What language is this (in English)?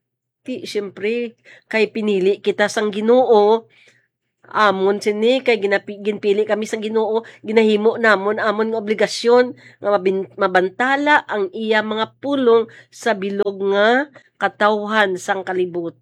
Hiligaynon